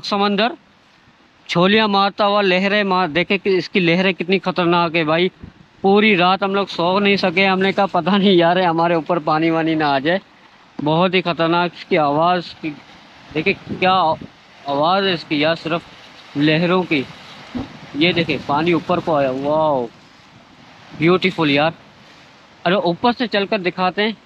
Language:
Hindi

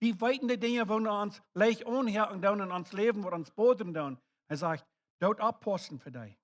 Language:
Plautdietsch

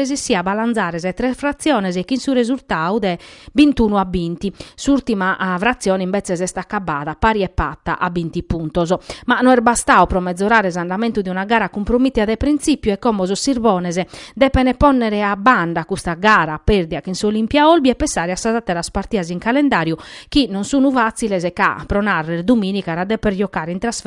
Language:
Sardinian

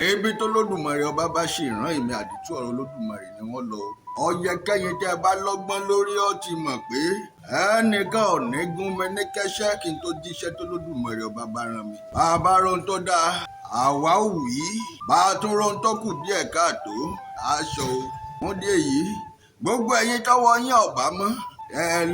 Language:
Yoruba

